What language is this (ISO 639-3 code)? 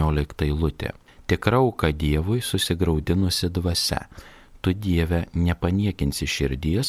lit